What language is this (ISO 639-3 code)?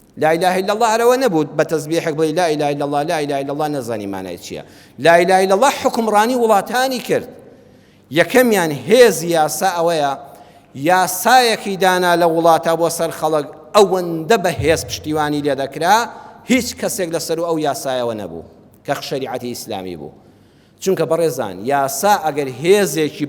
ckb